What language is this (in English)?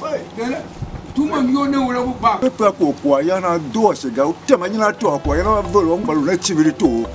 Tiv